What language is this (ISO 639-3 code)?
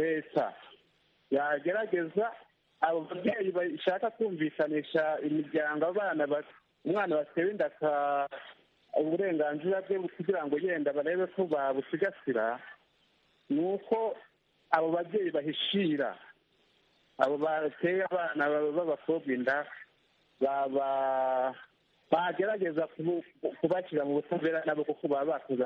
kin